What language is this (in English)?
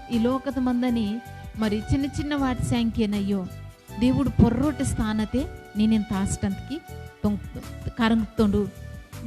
Koya